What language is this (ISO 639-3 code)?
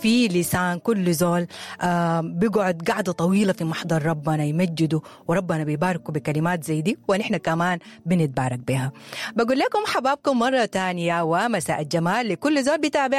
apd